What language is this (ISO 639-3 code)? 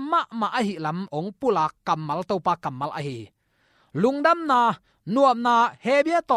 ctd